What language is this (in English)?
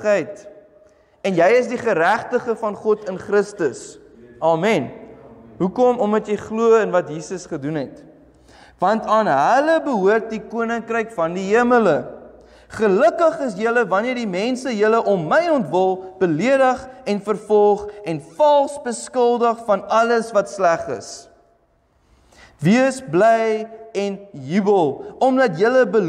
Afrikaans